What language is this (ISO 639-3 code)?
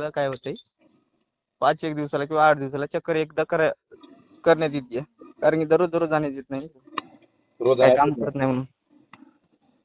mar